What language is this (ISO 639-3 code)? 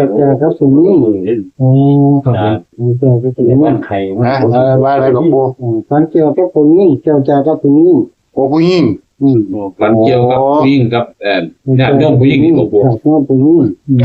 tts